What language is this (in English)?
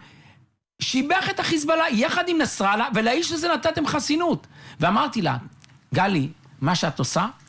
Hebrew